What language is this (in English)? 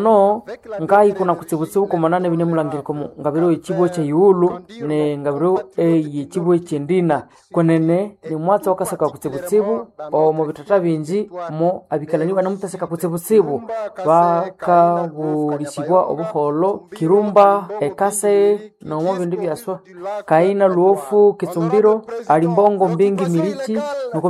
Nande